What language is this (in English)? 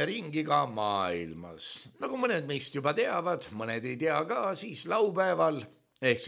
Estonian